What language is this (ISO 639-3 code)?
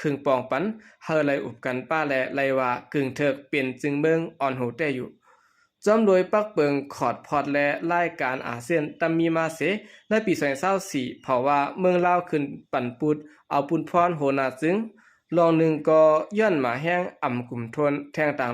shn